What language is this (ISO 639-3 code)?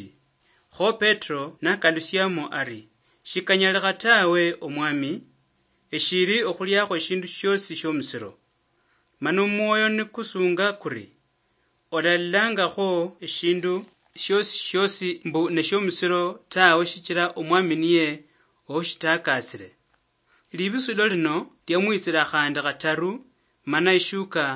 luy